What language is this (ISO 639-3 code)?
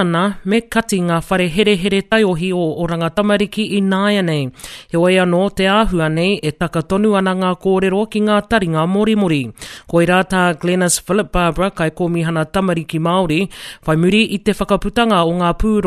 mri